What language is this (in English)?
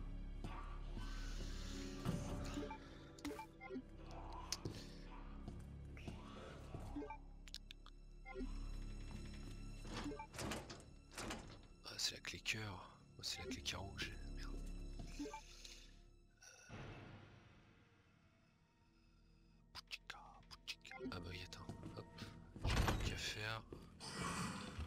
French